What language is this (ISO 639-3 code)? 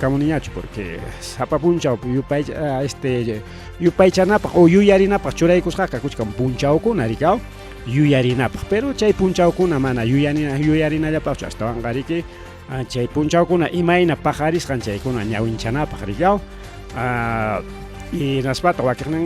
quy